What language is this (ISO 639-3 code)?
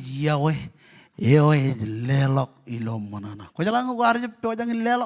mah